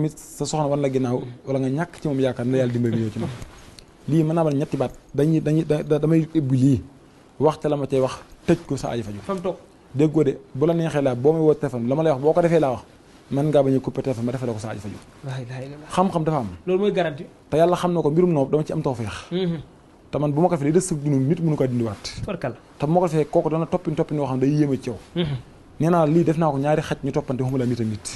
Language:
Wolof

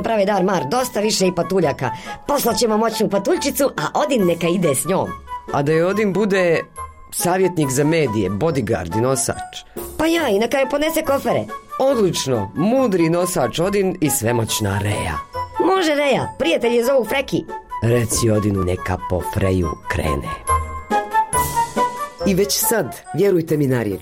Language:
Bosnian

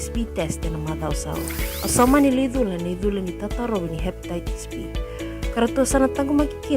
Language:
Fijian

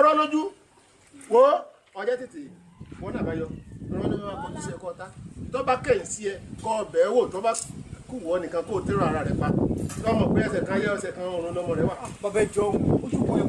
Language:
Yoruba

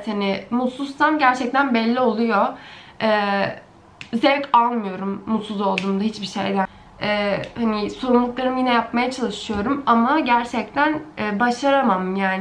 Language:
Turkish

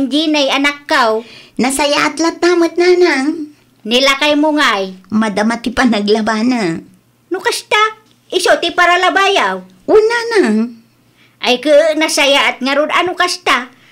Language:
Iloko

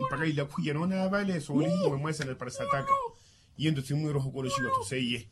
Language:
Makhuwa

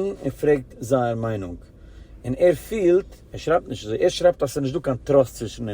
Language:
Yiddish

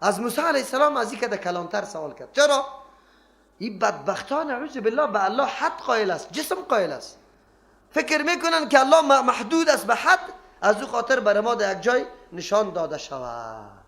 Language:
Persian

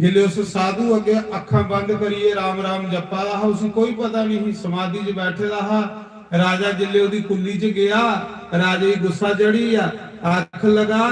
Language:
Dogri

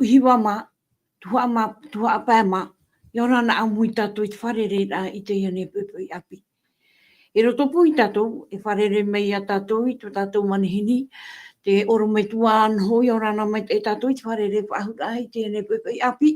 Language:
Tahitian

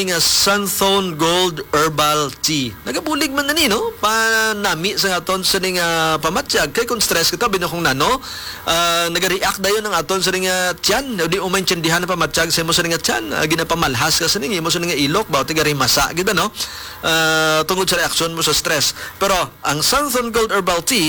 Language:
Hiligaynon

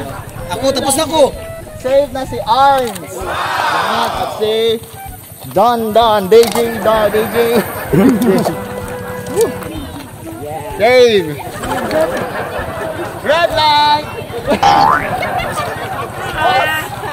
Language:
Filipino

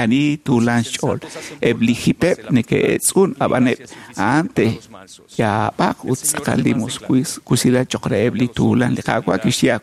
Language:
Kekchí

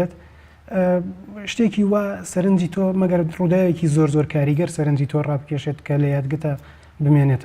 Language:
Central Kurdish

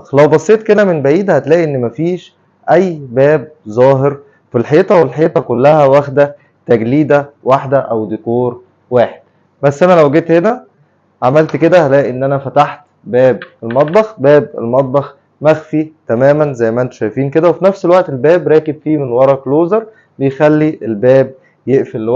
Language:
Egyptian Arabic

